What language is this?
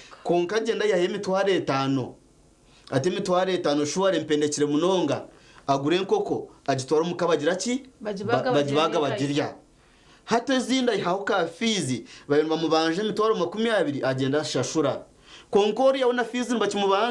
Nyankole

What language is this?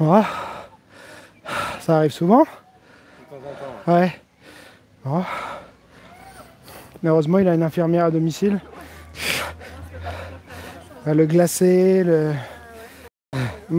French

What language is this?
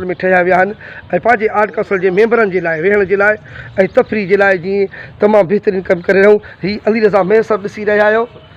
Sindhi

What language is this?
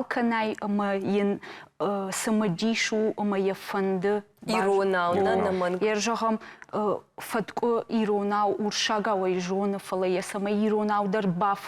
Ossetic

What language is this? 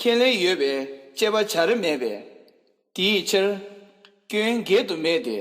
Tibetan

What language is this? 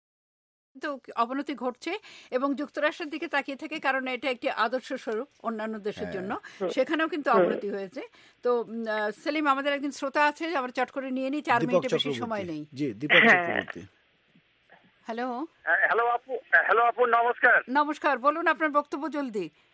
Bangla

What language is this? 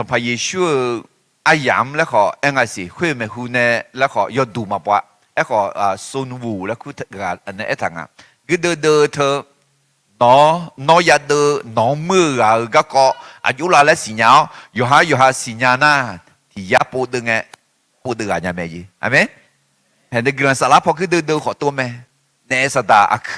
Akha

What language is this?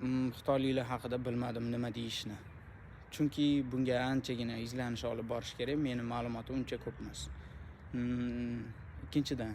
Uzbek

